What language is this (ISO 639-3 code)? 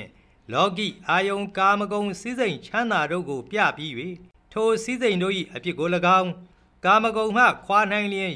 mya